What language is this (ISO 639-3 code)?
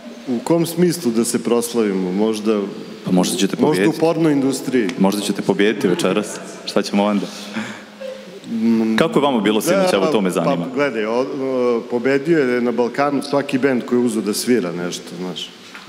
srp